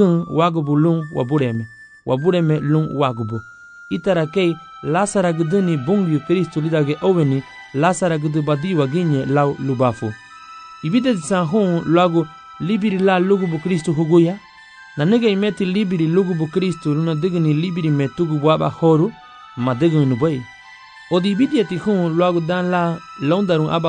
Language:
Garifuna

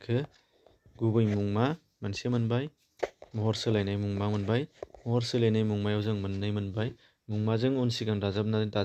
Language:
Bodo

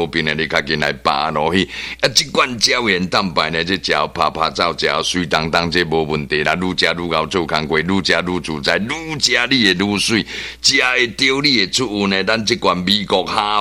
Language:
Min Nan Chinese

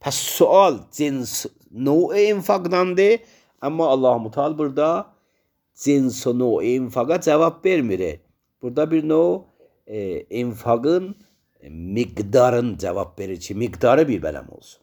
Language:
Azerbaijani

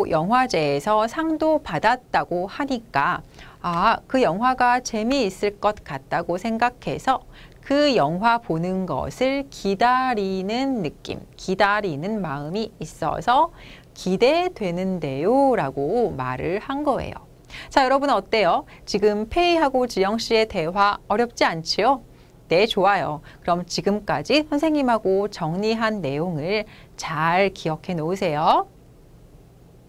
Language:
Korean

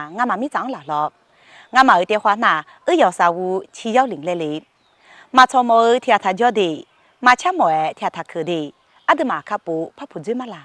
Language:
Akha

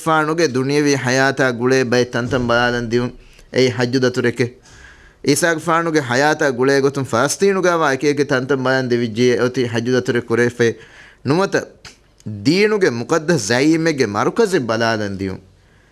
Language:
Divehi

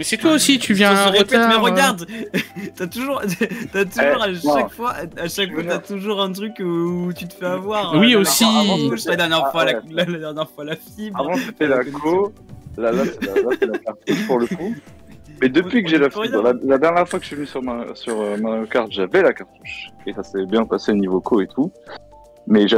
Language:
French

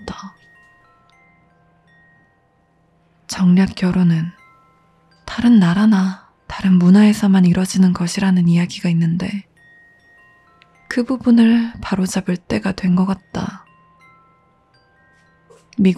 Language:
Korean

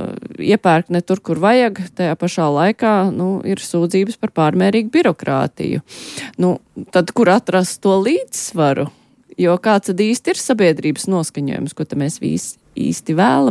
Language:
Latvian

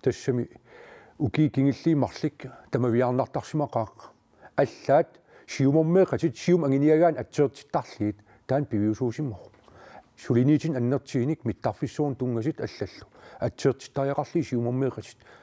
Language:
Kalaallisut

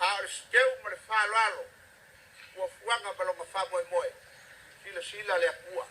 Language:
Samoan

